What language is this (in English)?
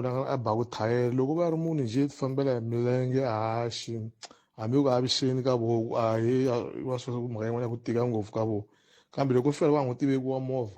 Tsonga